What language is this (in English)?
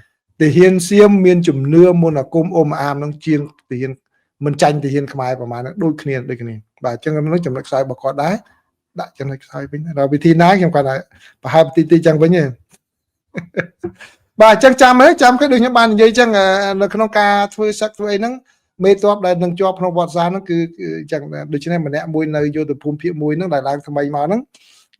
Khmer